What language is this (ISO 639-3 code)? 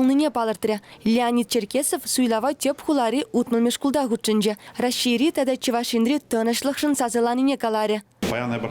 chv